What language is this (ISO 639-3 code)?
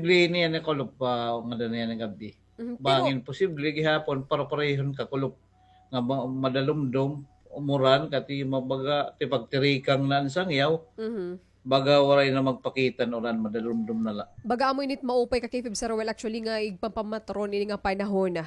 war